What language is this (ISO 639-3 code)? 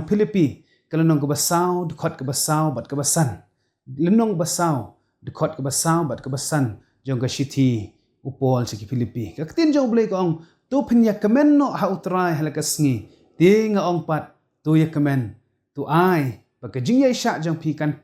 kha